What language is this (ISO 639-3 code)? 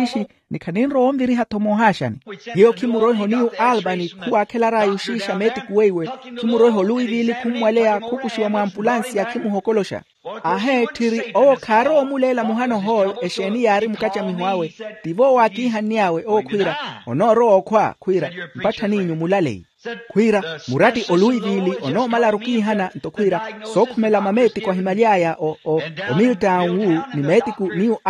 vmw